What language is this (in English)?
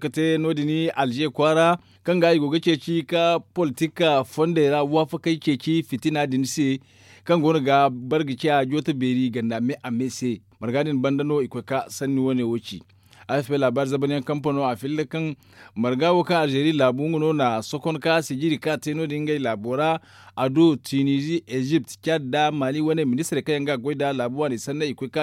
Zarma